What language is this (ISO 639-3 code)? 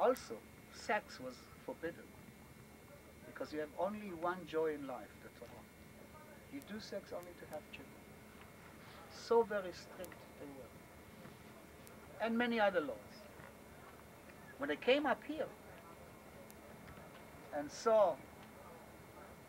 eng